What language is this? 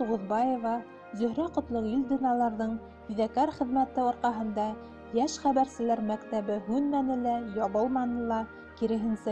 Bashkir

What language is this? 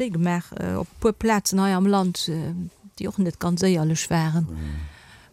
Luxembourgish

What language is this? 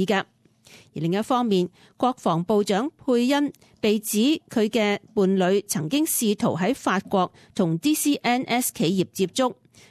Cantonese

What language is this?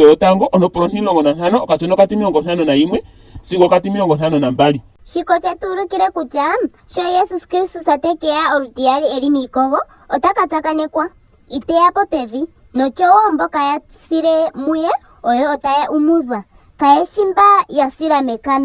Ndonga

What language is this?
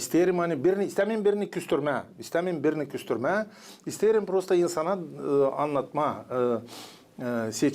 Gagauz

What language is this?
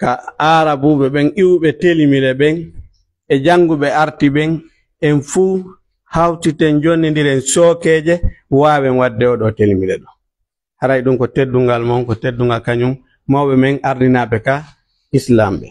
Pular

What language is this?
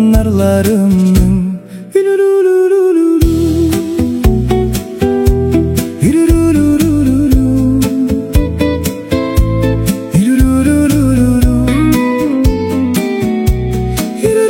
Kazakh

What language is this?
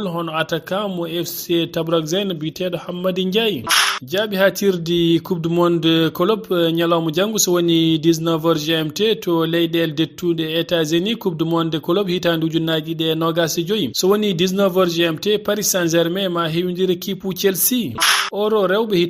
Fula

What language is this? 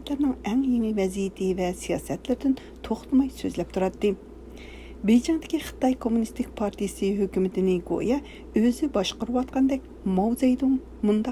Uyghur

